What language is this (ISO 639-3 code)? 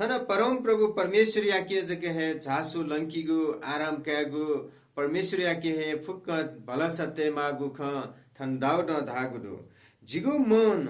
new